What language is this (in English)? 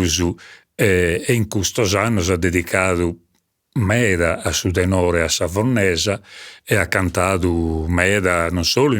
Sardinian